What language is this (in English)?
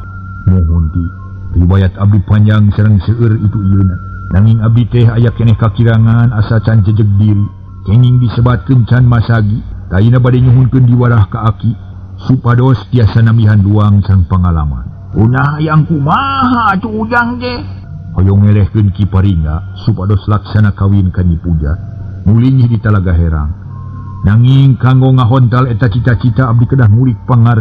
Sundanese